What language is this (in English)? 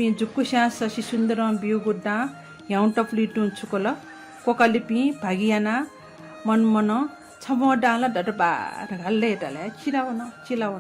Newari